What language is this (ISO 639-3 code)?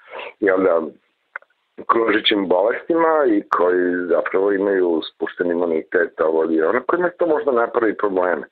srp